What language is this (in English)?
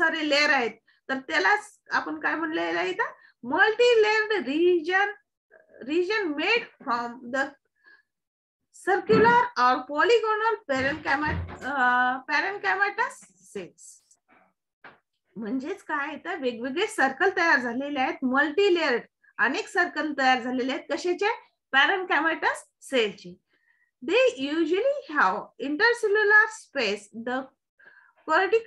Marathi